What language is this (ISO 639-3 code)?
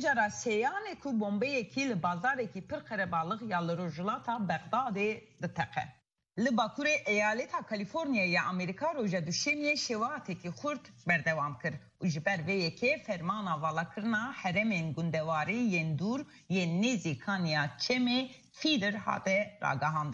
kur